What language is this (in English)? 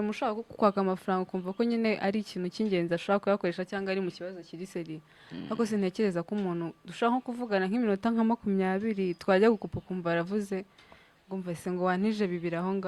Kinyarwanda